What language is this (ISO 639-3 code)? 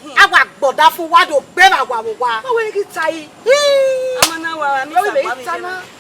bin